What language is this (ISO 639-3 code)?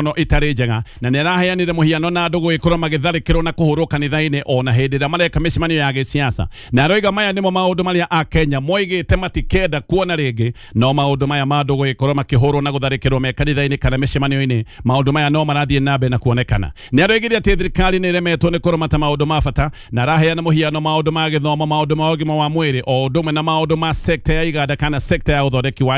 kik